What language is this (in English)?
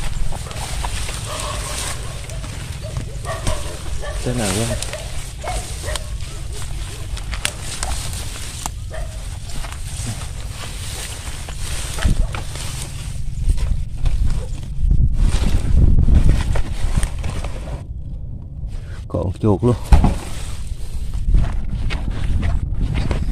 Vietnamese